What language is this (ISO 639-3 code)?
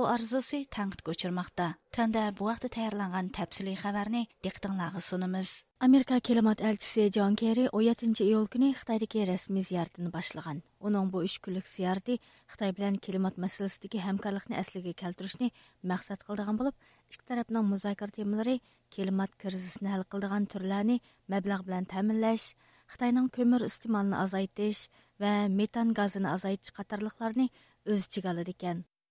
uig